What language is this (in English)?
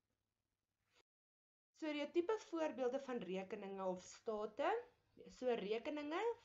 Afrikaans